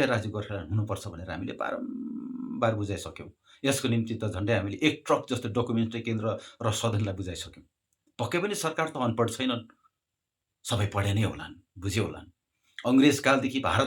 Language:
Nepali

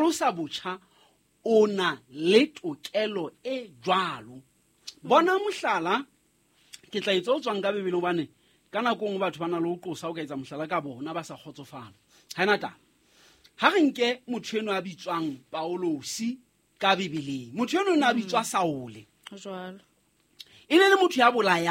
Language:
Southern Sotho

